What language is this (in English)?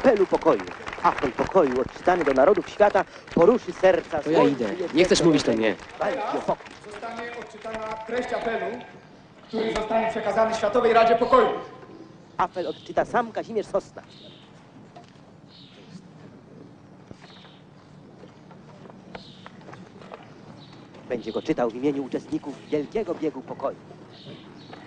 Polish